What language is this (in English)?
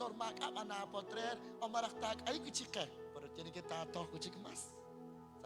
Kekchí